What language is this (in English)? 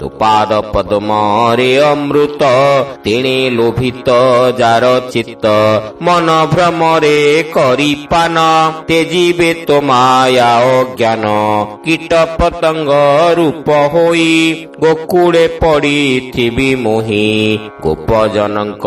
Odia